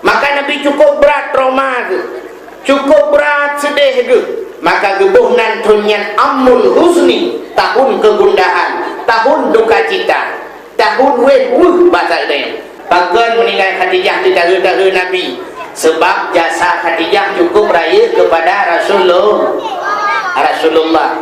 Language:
Achinese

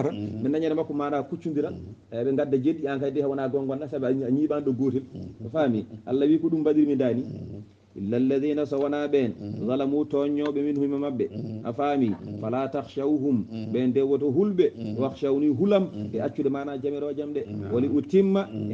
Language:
Fula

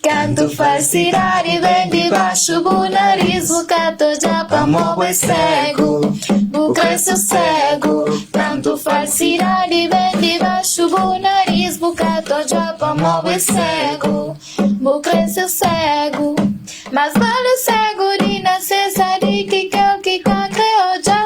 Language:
Kabuverdianu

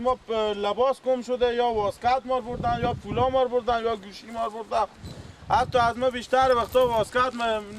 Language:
Persian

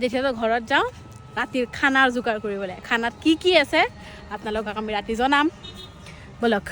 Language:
Assamese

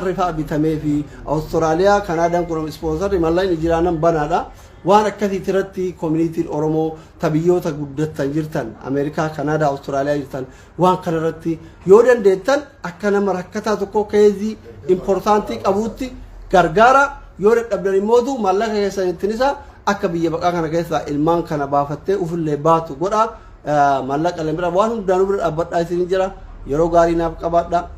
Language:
Oromo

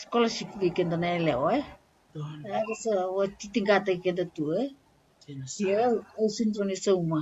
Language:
Fijian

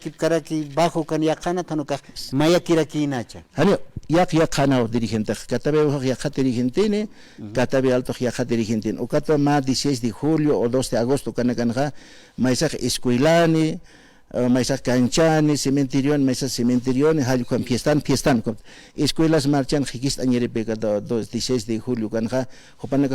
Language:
Aymara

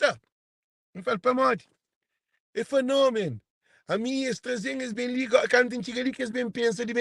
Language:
Kabuverdianu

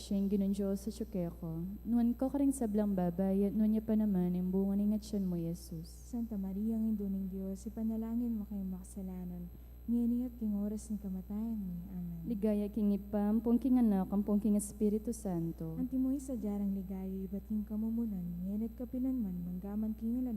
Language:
Pampanga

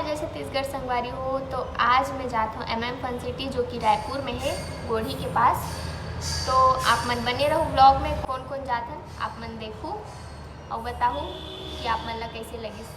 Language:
Chhattisgarhi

